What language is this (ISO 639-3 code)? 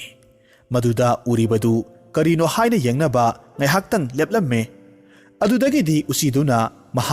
mni